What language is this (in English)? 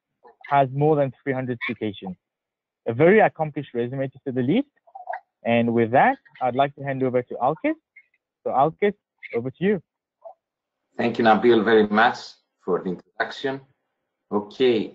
English